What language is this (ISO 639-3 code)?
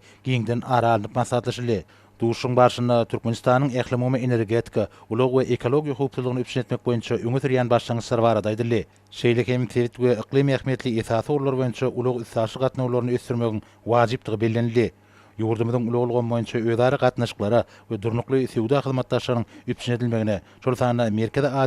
tuk